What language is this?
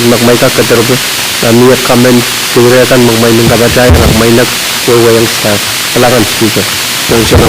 Pohnpeian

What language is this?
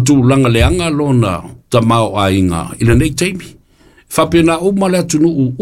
Samoan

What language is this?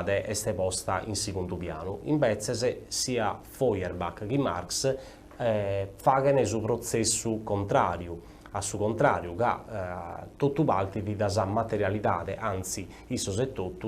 Sardinian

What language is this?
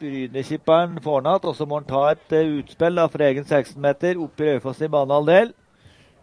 Norwegian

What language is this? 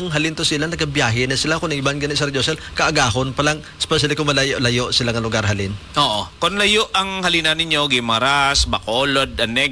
Hiligaynon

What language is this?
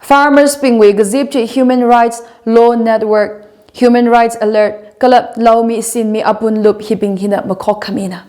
Tangkhul Naga (India)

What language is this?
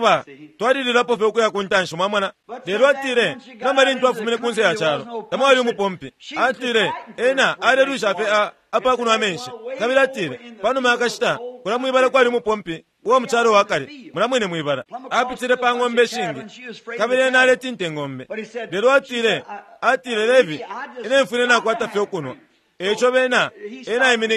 Bemba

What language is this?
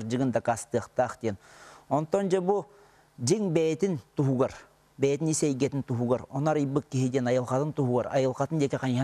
Yakut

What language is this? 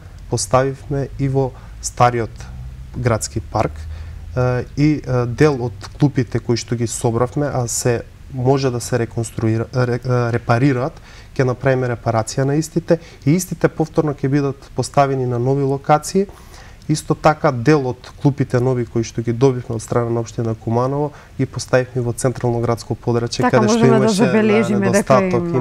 Macedonian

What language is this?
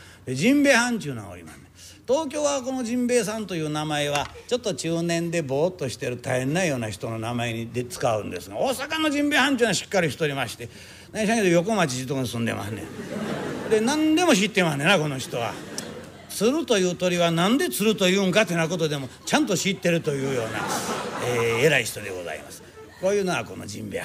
Japanese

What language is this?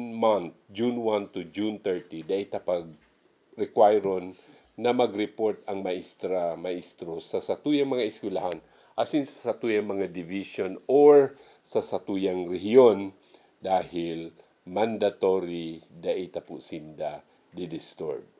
Bikol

